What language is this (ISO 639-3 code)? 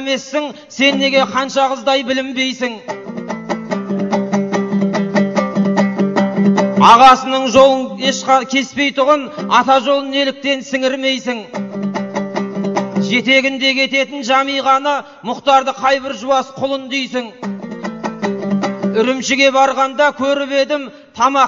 kaz